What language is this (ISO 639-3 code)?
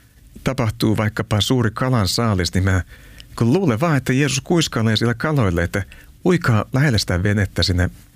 fin